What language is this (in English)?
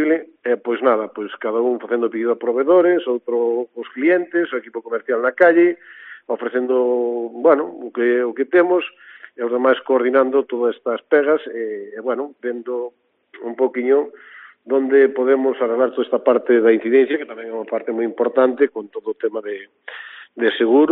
Galician